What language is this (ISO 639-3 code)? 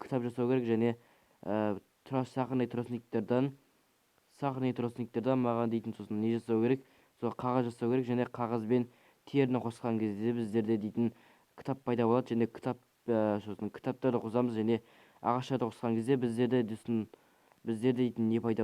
kaz